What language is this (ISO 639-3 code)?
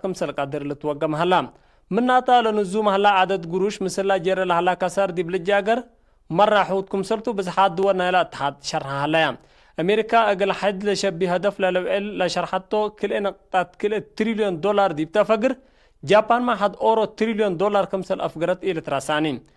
tig